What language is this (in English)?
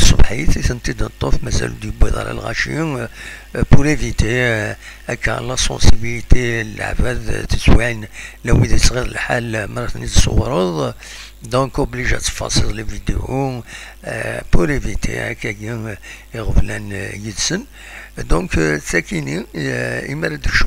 Kabyle